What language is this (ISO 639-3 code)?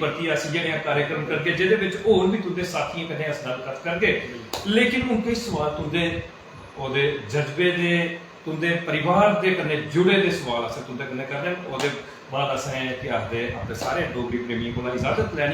doi